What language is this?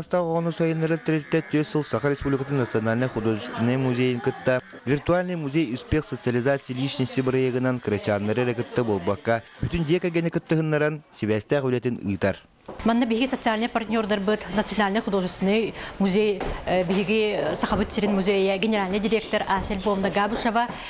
Yakut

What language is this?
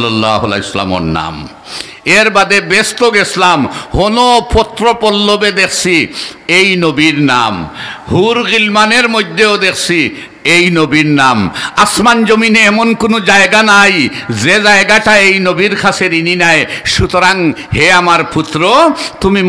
Sylheti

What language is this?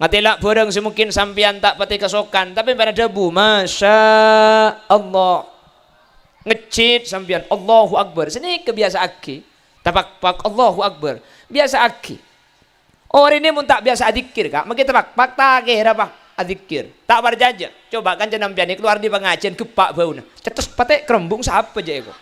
Madurese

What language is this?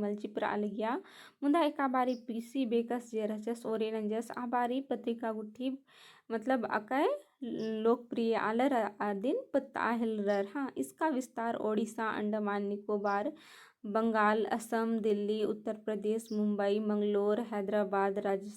Kurukh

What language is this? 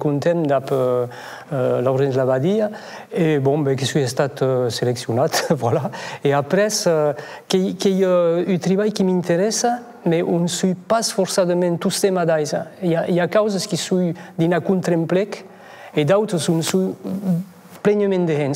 Occitan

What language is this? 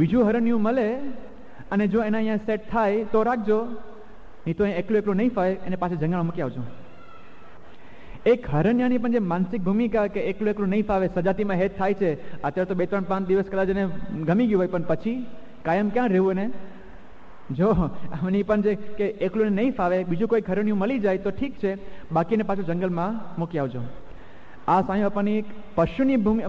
Gujarati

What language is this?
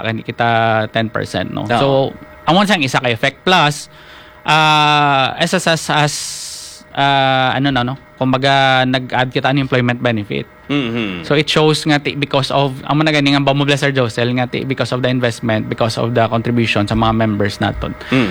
Hiligaynon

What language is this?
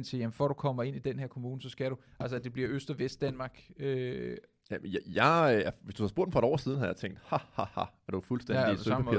Danish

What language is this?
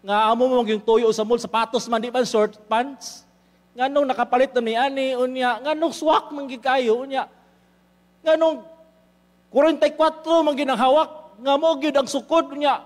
Cebuano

